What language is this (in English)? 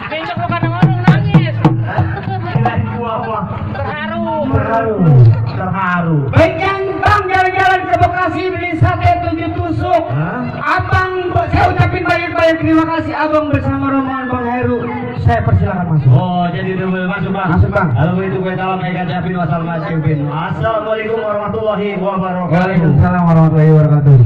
Betawi